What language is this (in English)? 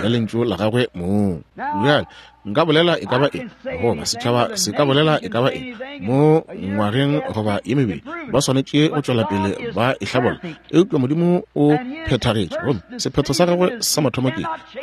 Northern Sotho